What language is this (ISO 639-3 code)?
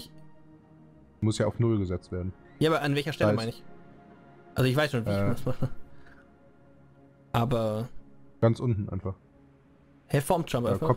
deu